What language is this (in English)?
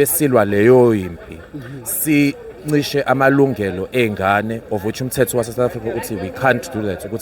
Zulu